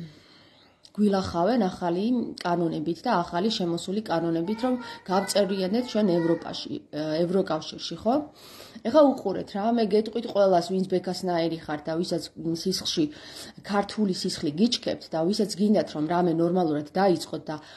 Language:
Georgian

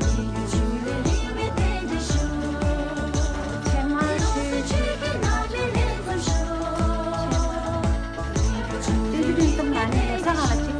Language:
Tibetan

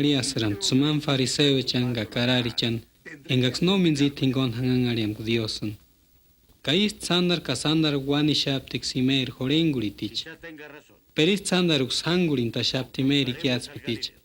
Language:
Purepecha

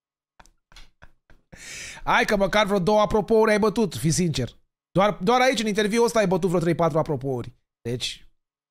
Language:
Romanian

